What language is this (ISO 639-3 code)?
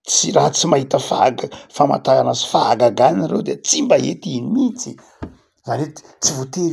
mlg